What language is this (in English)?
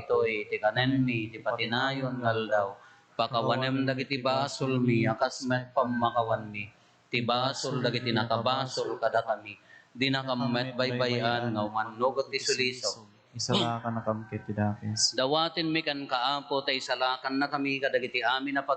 Iloko